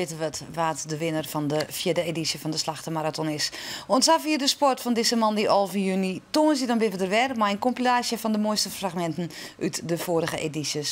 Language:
Western Frisian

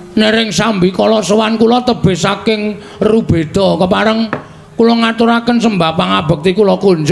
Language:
Javanese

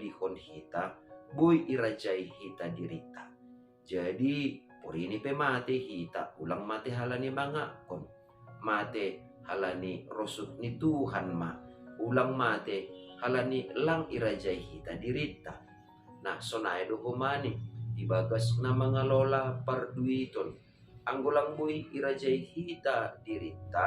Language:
Batak Simalungun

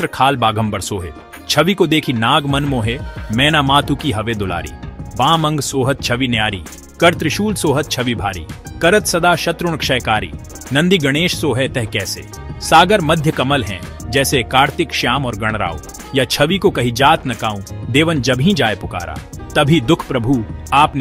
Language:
Hindi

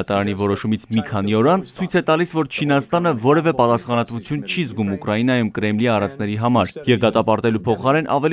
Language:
Armenian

